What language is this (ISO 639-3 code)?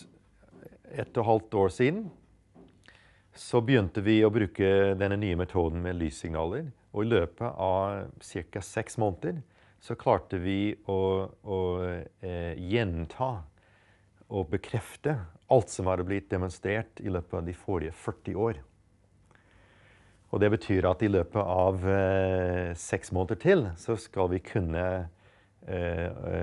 nor